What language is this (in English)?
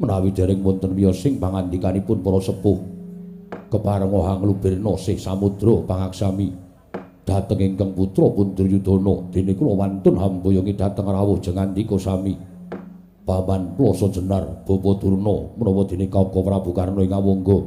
Javanese